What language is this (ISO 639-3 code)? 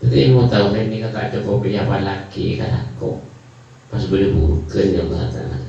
mad